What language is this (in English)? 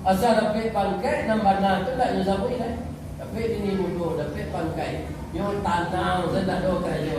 Minangkabau